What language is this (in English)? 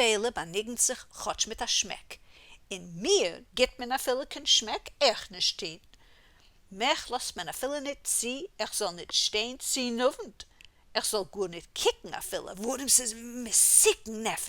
Yiddish